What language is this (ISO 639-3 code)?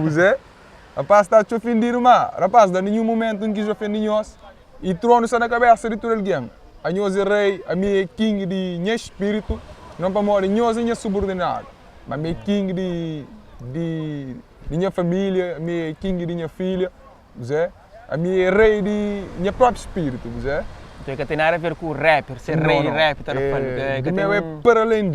kea